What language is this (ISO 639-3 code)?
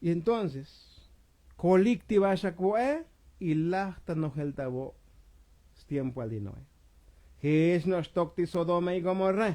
tzo